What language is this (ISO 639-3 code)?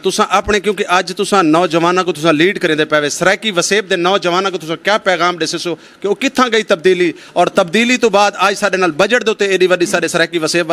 skr